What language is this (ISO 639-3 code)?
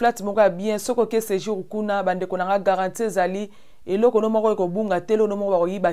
lin